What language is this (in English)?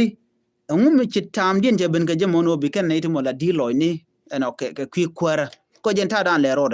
Nuer